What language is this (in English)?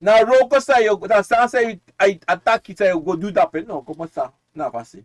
Sranan Tongo